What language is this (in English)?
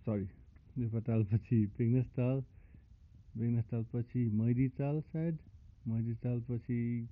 Nepali